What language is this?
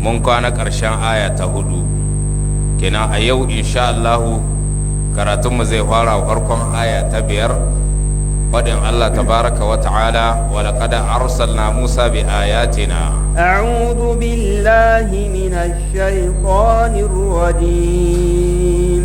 Hausa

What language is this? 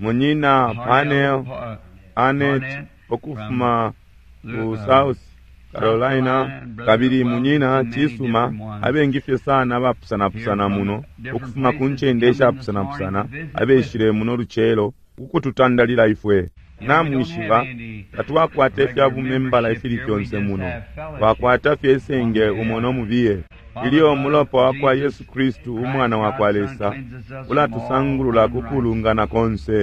Bemba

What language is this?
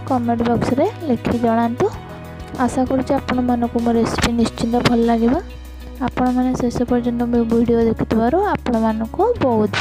Odia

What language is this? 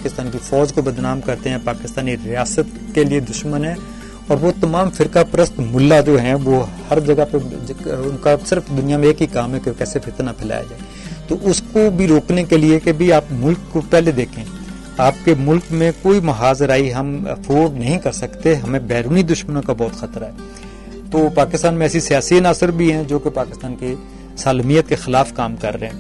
Urdu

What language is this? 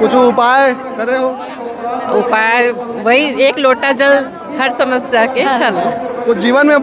Chhattisgarhi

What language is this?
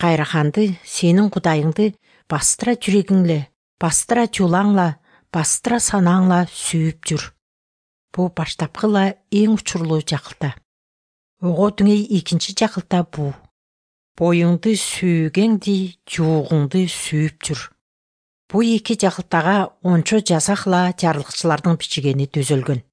Kyrgyz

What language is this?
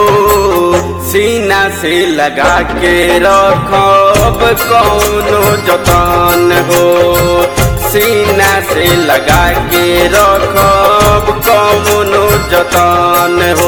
Bhojpuri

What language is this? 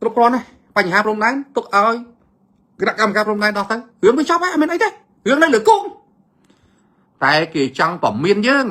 Khmer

